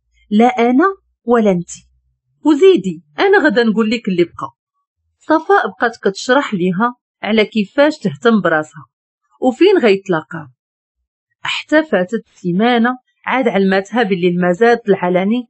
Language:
Moroccan Arabic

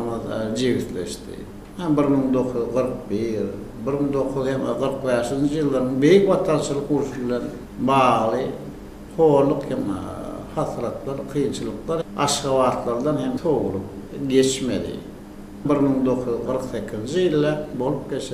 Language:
Turkmen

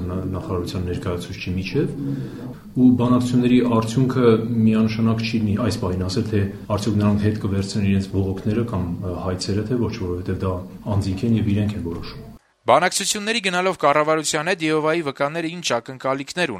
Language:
Armenian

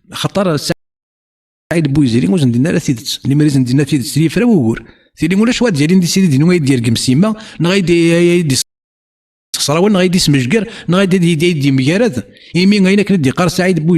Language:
Kabyle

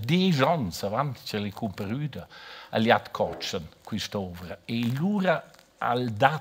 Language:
Romansh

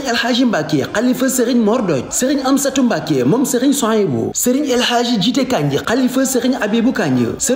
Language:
Wolof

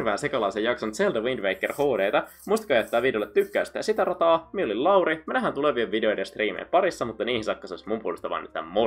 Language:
Finnish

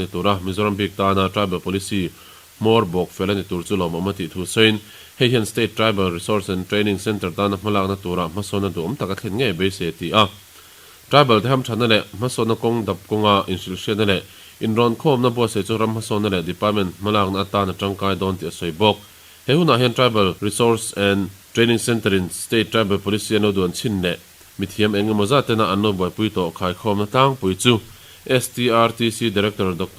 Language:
Mizo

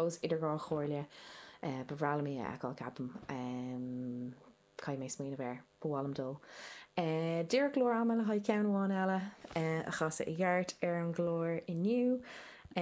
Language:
Irish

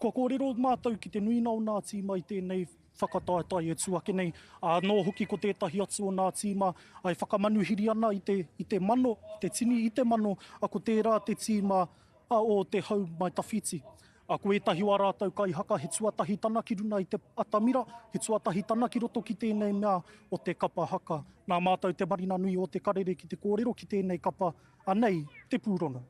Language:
Māori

